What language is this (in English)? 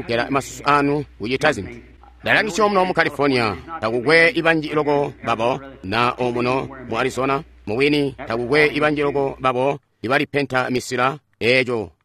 Tonga (Zambia)